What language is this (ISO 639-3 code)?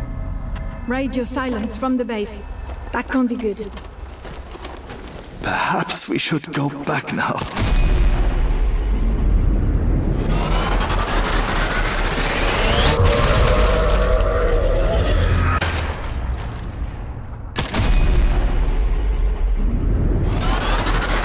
eng